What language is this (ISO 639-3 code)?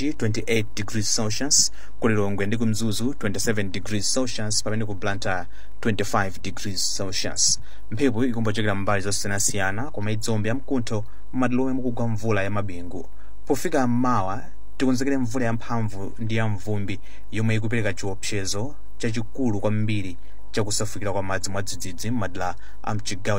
nya